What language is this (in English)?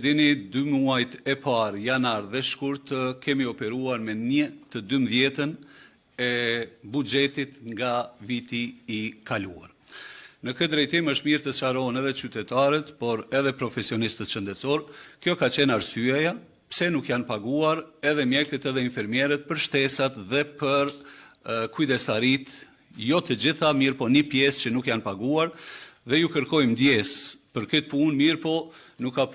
Albanian